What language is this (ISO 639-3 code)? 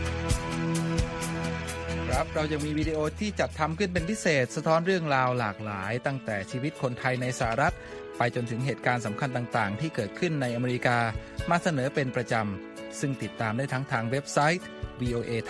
tha